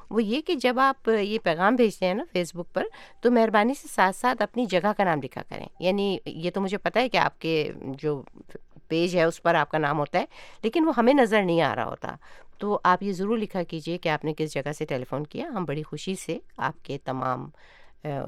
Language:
Urdu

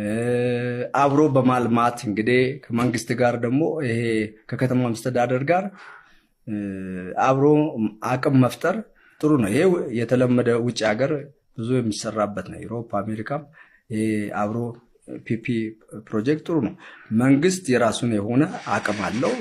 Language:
Amharic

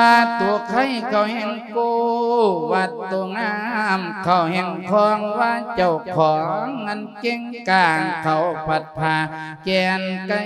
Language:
Lao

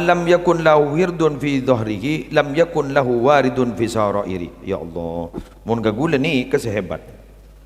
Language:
Madurese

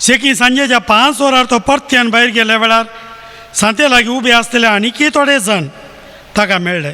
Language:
Konkani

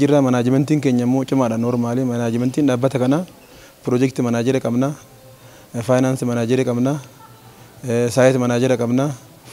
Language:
Oromo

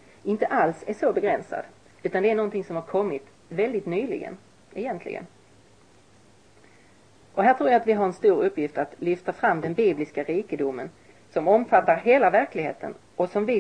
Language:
Swedish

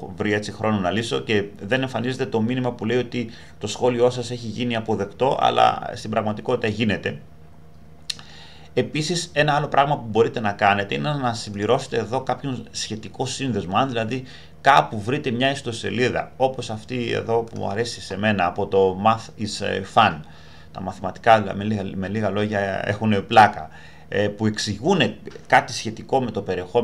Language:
Greek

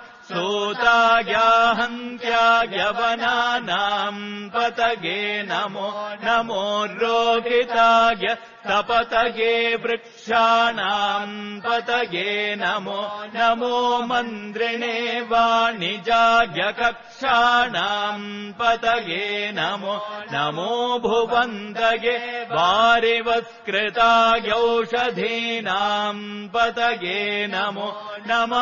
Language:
Sanskrit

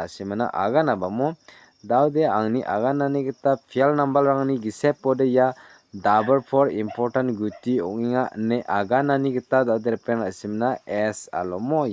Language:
Garo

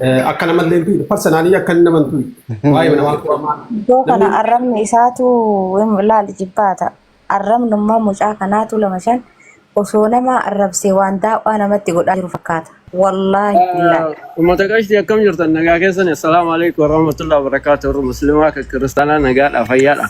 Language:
Oromo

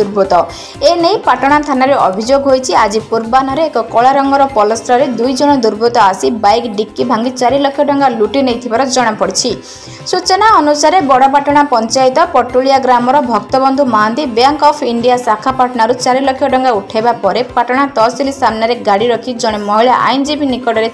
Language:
Odia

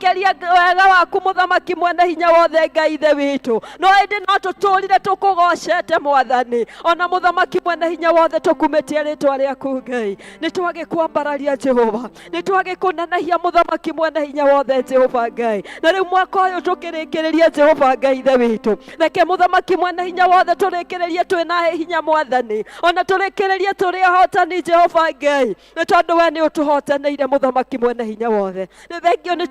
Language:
Kikuyu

